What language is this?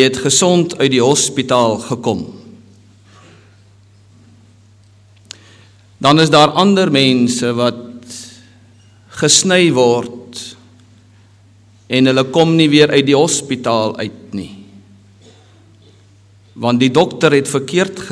Afrikaans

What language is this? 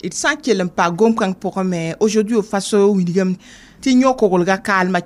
Mossi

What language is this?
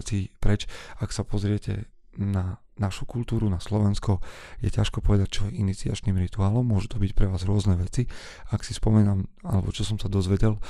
Slovak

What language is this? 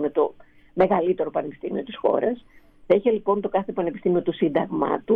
Greek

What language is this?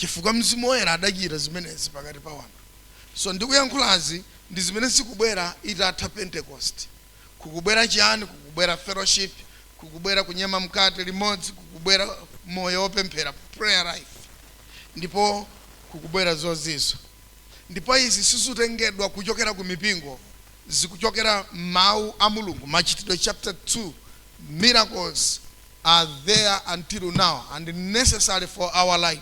Nyanja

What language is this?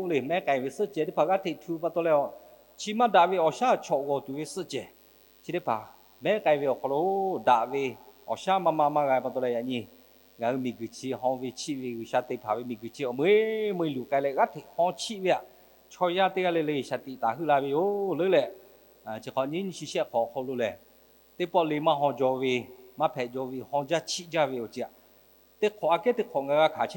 Lahu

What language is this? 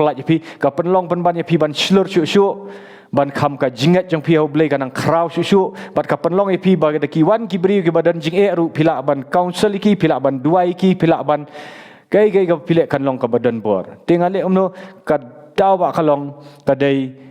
Khasi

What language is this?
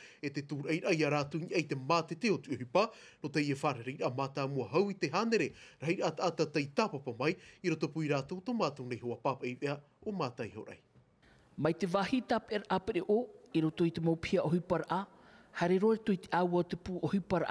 Tahitian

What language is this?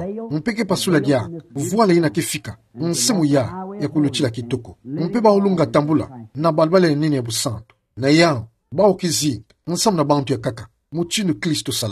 Kituba (Democratic Republic of Congo)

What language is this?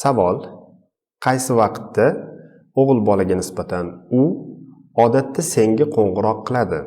Uzbek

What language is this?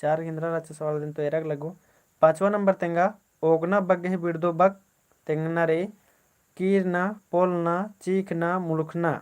Kurukh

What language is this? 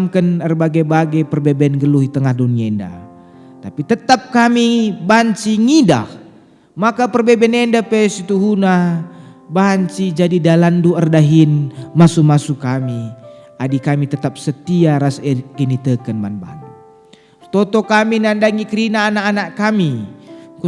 Batak Karo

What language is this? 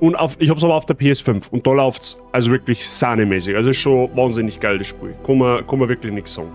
Bavarian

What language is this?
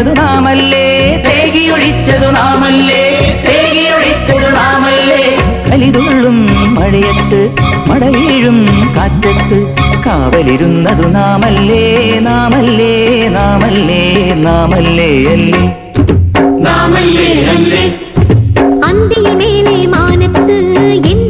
Malayalam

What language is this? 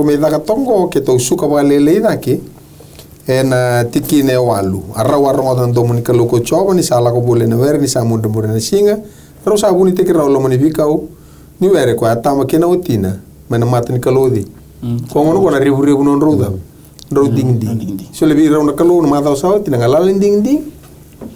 Fijian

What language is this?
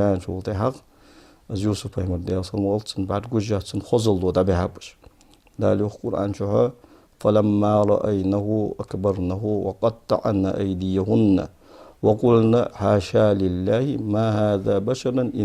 Ingush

